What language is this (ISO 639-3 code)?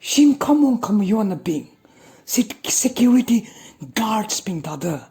nmf